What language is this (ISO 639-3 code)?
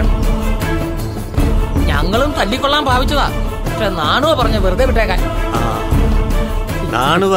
mal